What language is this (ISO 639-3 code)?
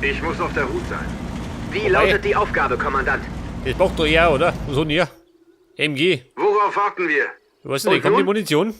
bar